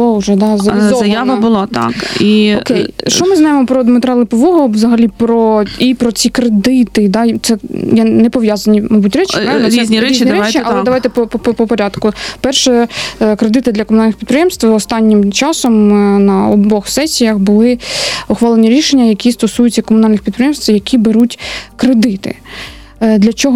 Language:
Ukrainian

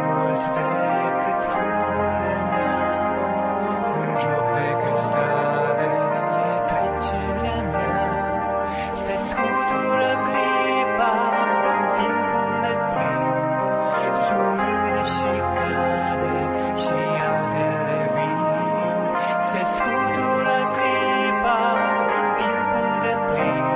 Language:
Romanian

